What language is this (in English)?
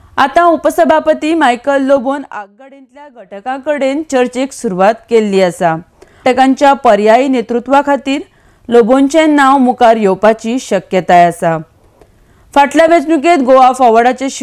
Konkani